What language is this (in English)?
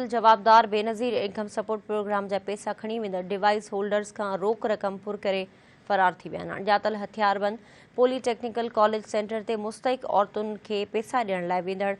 Sindhi